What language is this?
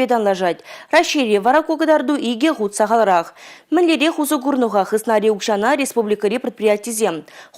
Chuvash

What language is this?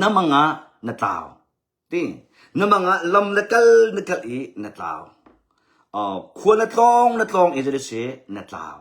Hakha Chin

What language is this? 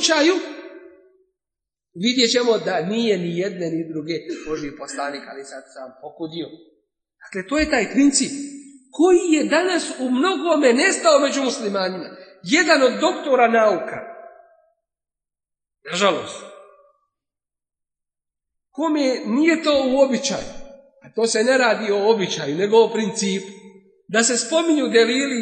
Bosnian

